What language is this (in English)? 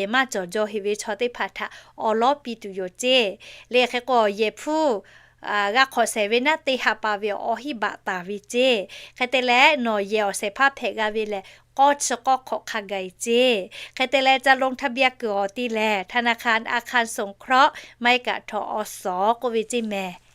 Lahu